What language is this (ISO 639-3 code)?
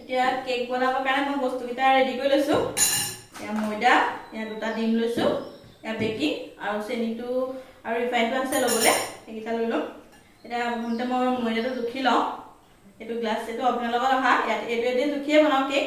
asm